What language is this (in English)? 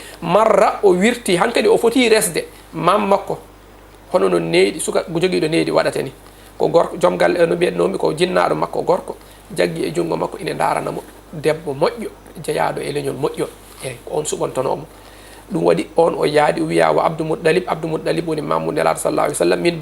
Fula